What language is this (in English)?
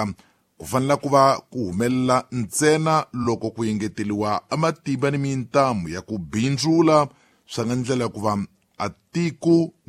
Tsonga